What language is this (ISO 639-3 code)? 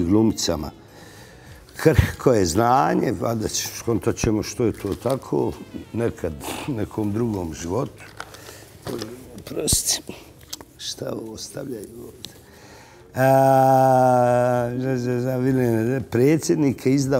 bos